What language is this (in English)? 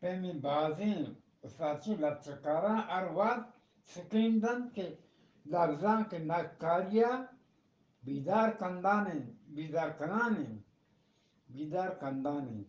Eastern Balochi